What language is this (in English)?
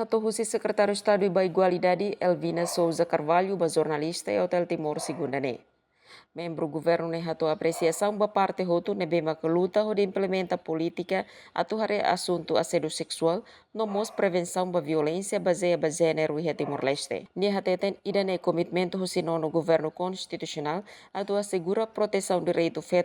Tetum